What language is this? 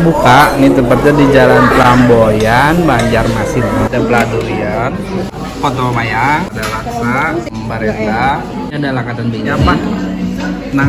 Banjar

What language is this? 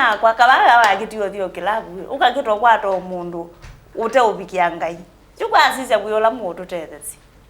Kamba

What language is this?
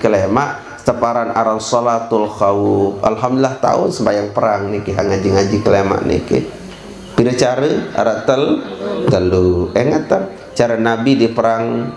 Sasak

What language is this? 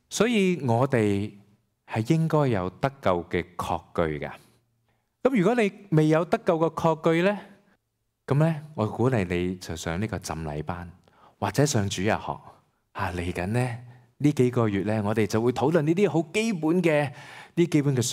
Cantonese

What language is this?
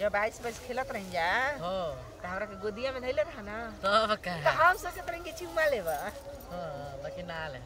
Bhojpuri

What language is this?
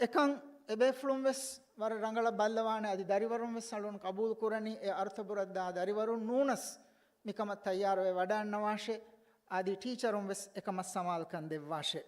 Divehi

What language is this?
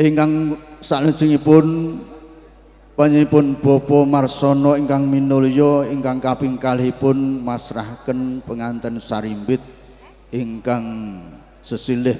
Javanese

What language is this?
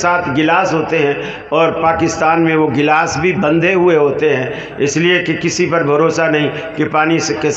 Urdu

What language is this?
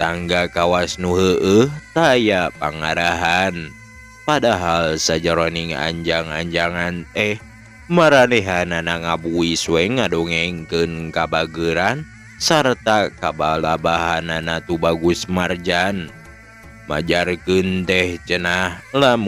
Sundanese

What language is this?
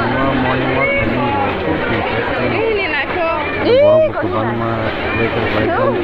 Kok Borok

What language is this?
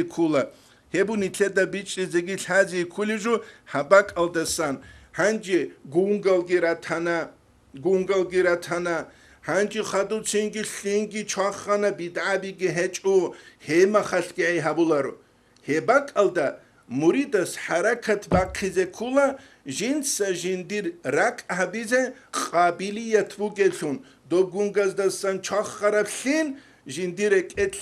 Avaric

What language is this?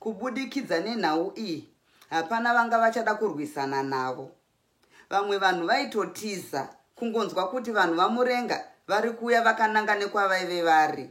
Shona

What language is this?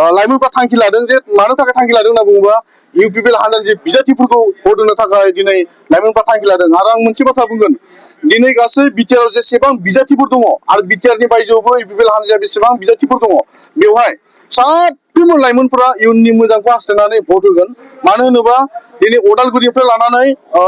Bodo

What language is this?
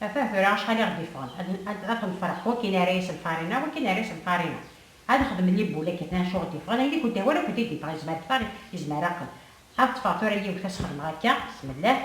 Kabyle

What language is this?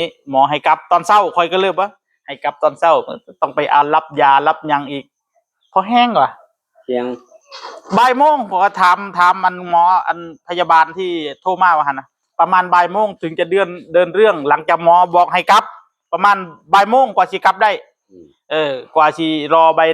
Northeastern Thai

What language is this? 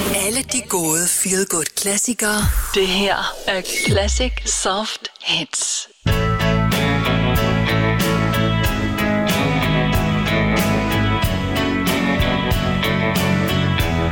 Danish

